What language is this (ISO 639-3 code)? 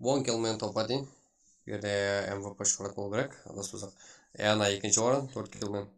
kaa